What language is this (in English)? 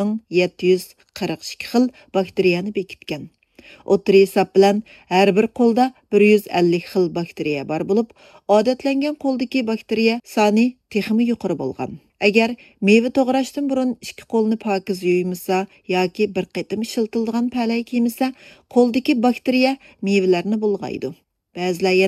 Uyghur